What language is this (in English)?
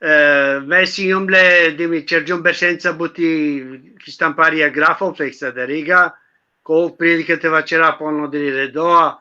Balkan Romani